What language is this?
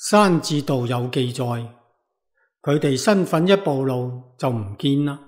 Cantonese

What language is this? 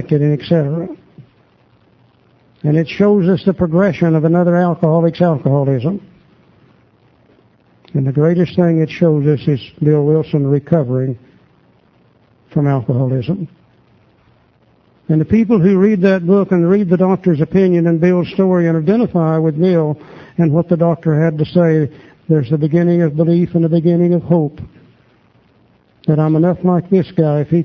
English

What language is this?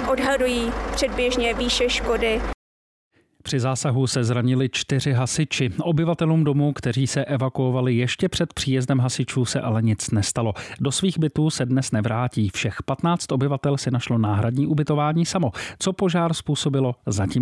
Czech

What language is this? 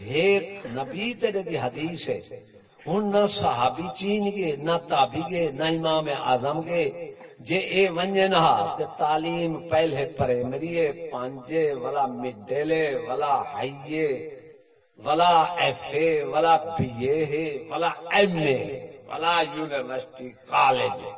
Saraiki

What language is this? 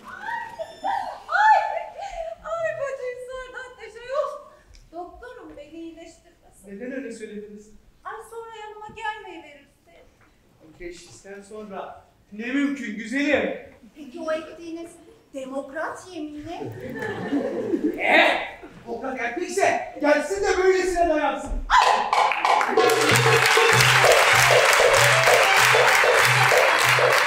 Turkish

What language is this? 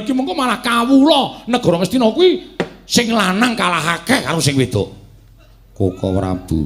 Javanese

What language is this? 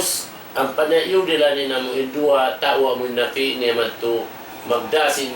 Tausug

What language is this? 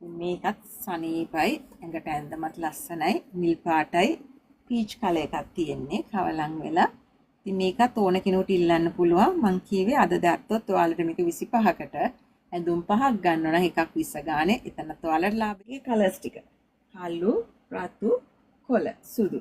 Sinhala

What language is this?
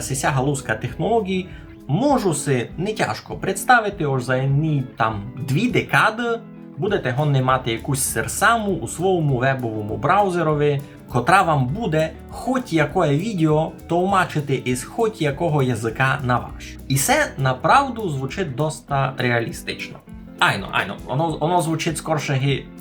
Rusyn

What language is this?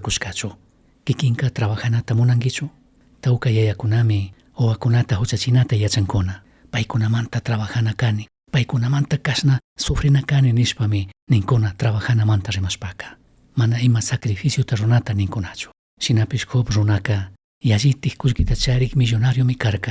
Chimborazo Highland Quichua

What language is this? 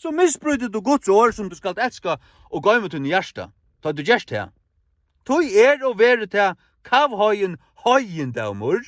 Faroese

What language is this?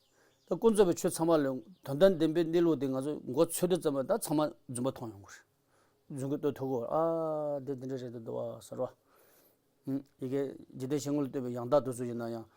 Tibetan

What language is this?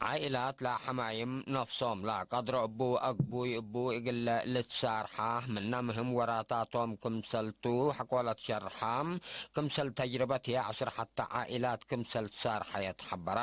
Tigre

